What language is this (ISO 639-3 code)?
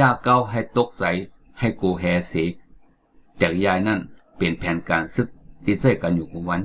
shn